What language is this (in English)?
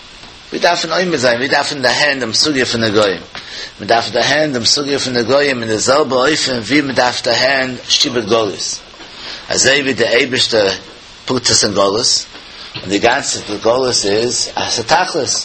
Yiddish